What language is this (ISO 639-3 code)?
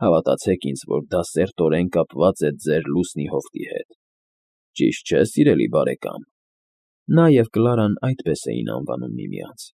hye